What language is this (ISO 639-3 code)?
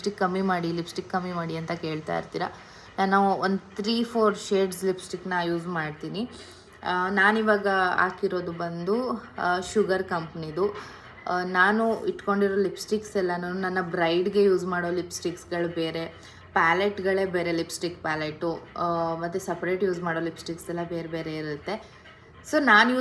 kan